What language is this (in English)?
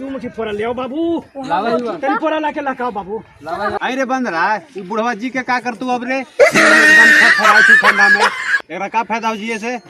Magahi